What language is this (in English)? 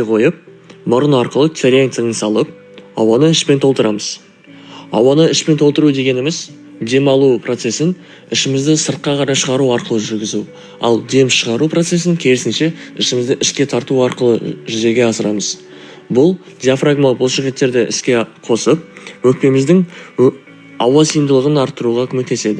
Kazakh